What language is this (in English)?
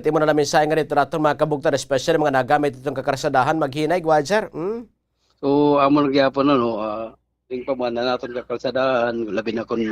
Waray